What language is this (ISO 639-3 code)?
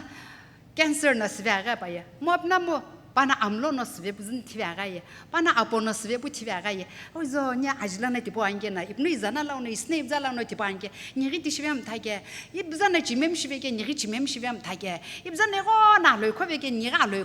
nsm